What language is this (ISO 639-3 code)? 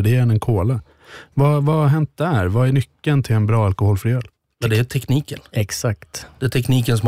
swe